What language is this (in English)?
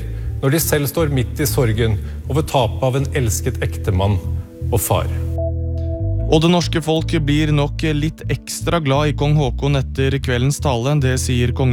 Norwegian